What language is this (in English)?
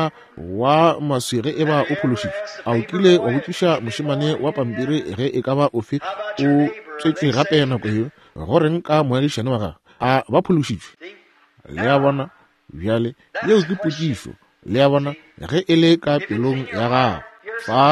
Northern Sotho